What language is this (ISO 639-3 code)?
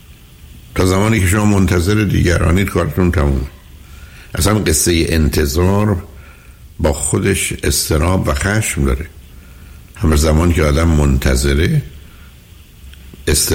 fas